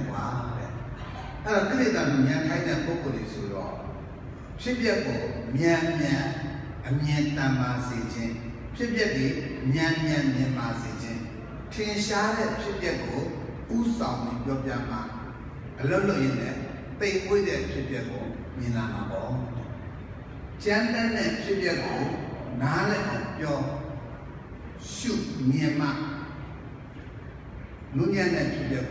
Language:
Burmese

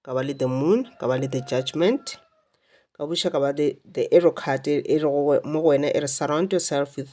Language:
Northern Sotho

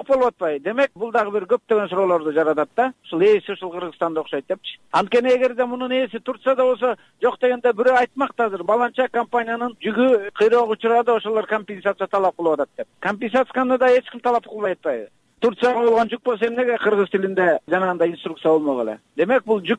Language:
Kyrgyz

